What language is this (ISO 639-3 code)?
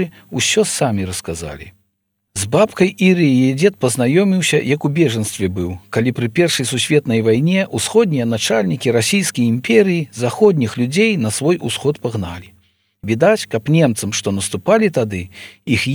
bel